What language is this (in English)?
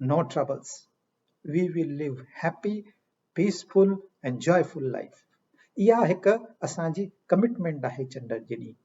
Sindhi